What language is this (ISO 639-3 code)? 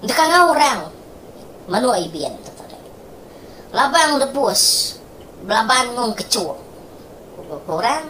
iba